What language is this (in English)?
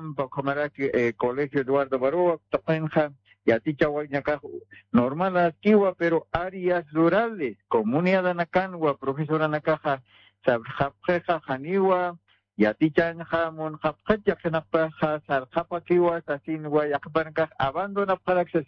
Aymara